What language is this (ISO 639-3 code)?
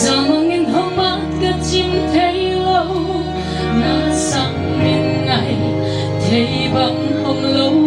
pck